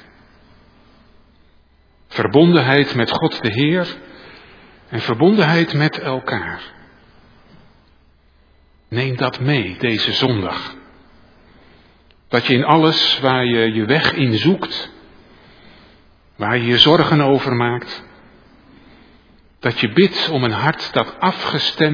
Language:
Dutch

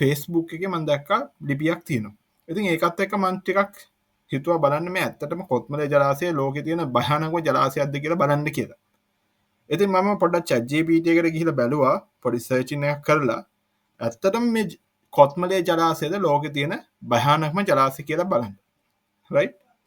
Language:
Sinhala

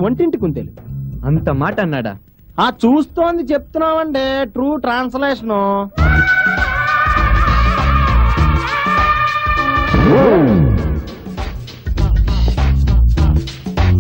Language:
Telugu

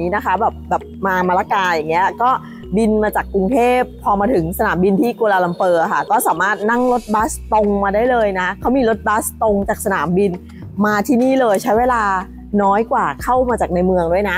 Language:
Thai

